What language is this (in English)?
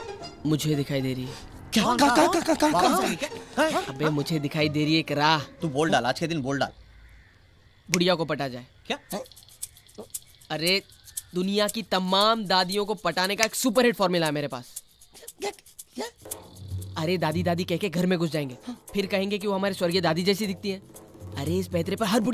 Hindi